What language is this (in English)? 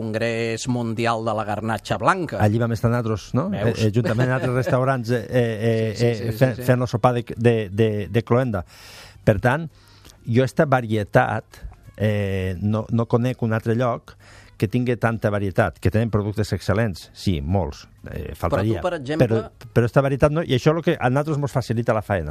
Catalan